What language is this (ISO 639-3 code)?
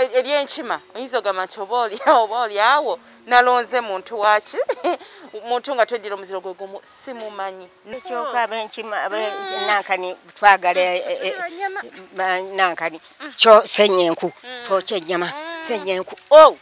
lug